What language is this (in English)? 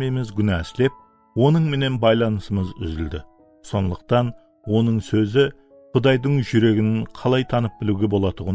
Kara-Kalpak